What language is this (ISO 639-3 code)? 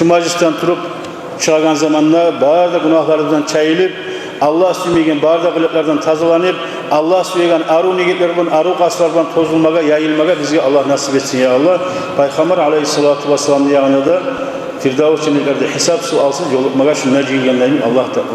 kum